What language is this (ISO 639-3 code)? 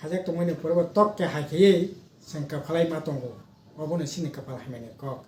trp